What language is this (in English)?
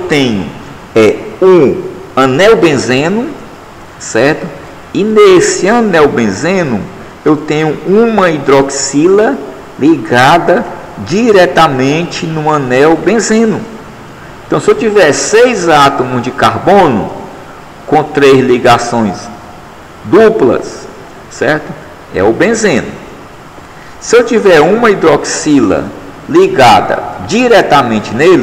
Portuguese